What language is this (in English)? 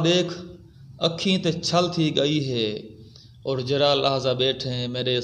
Saraiki